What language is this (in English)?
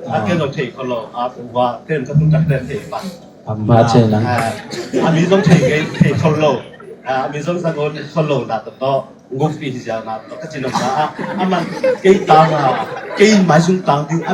Tedim Chin